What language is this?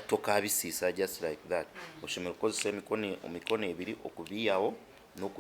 Nyankole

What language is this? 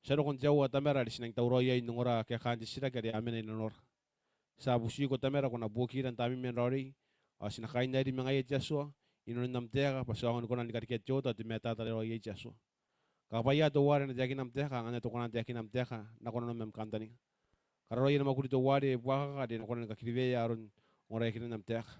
Gilbertese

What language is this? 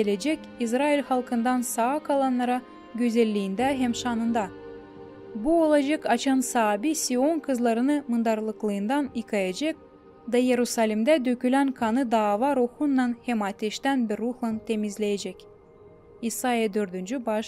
Gagauz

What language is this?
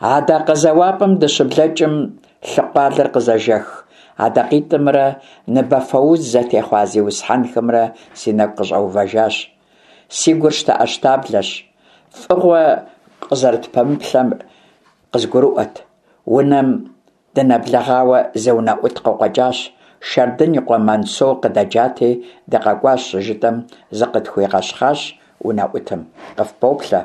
Kabardian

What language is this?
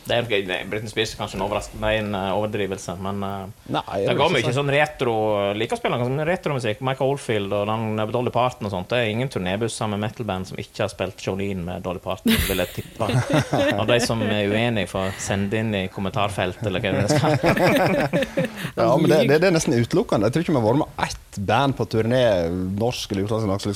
Norwegian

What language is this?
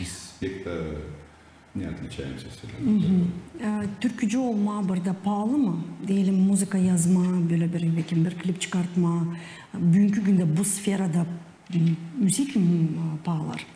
Gagauz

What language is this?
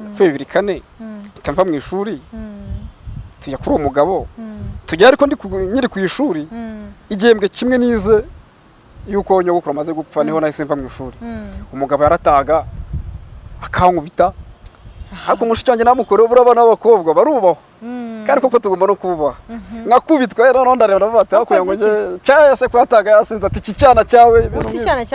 Kinyarwanda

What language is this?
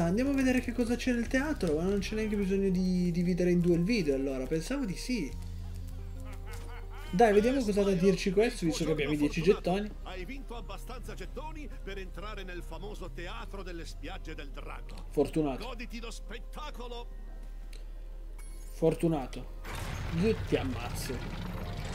Italian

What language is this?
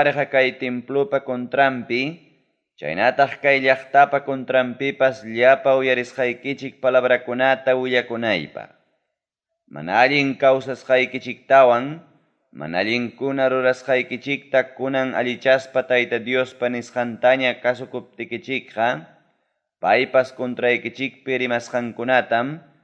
Ayacucho Quechua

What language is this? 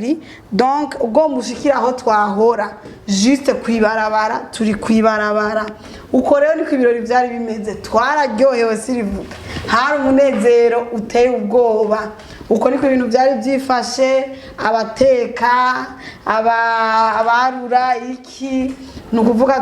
Rundi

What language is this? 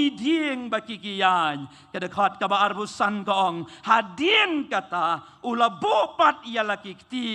Khasi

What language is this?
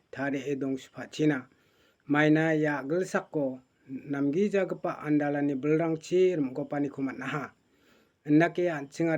Garo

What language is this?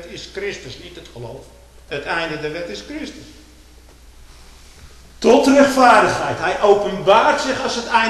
Dutch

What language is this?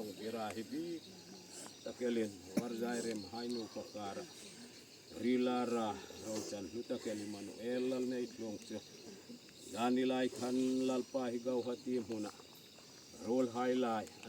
Hmar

